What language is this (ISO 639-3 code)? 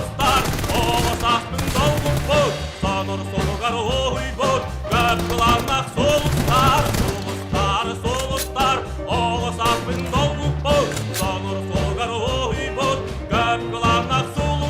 sah